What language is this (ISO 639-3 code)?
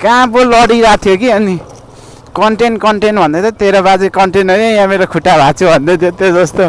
nep